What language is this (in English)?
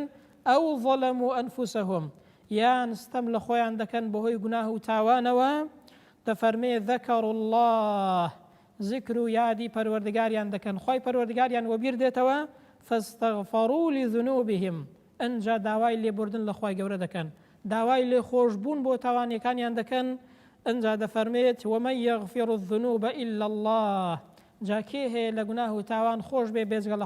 Central Kurdish